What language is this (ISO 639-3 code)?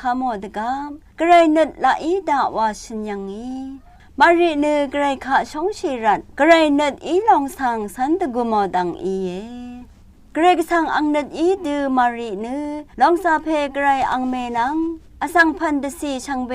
raw